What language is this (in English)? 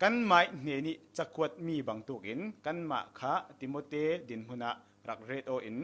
Falam Chin